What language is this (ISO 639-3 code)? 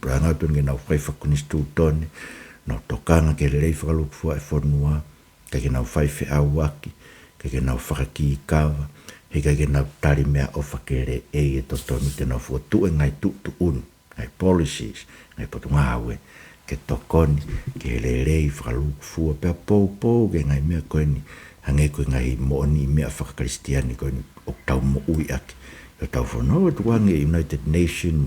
ton